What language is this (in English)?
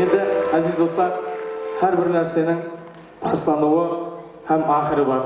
Kara-Kalpak